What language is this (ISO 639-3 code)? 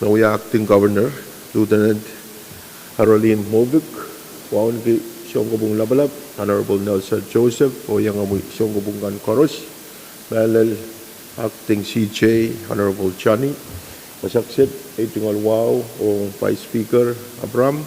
pon